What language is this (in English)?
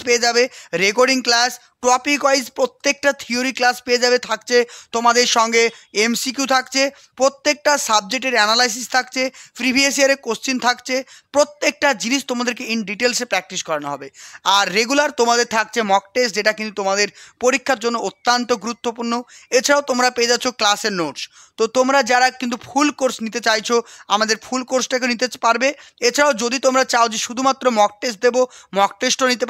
Bangla